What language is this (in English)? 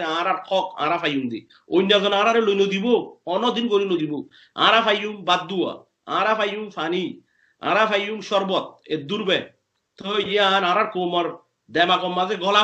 Rohingya